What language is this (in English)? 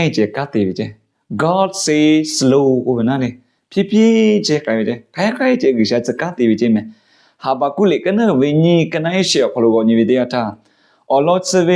Lahu